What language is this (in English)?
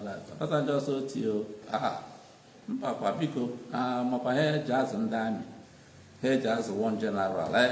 Igbo